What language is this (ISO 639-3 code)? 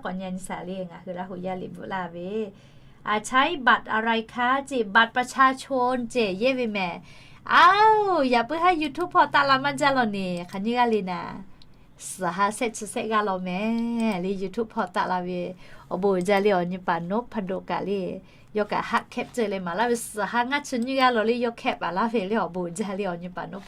lhu